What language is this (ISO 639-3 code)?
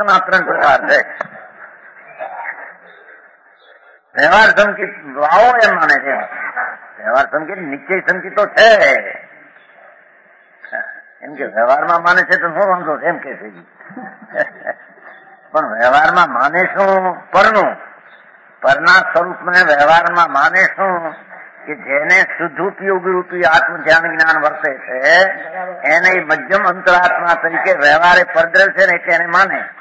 guj